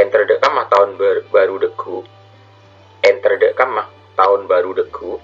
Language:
Madurese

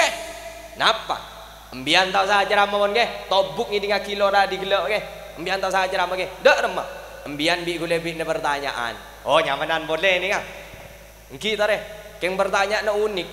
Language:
Madurese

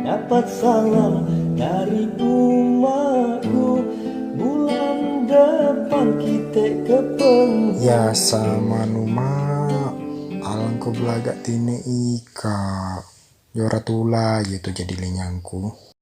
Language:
Musi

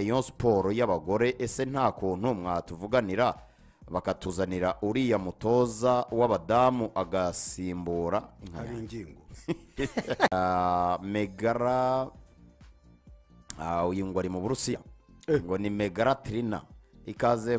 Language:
Kinyarwanda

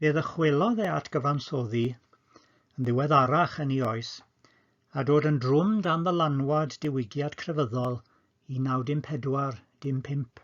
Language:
Welsh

